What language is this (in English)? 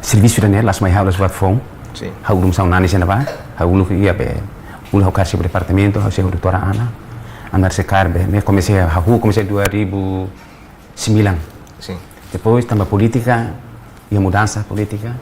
Tetum